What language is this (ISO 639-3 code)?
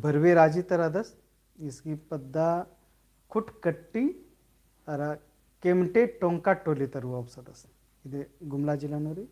kru